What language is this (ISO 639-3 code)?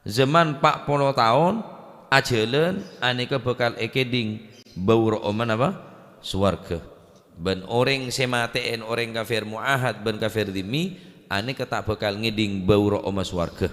mad